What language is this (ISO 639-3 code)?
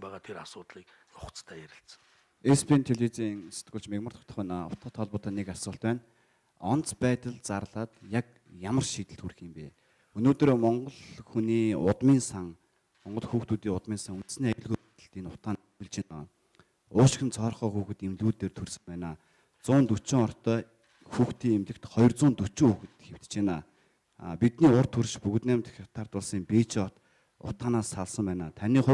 mon